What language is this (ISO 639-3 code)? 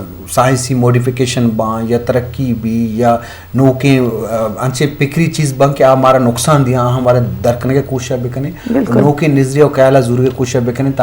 bgp